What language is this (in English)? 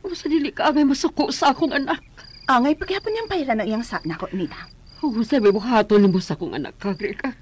Cebuano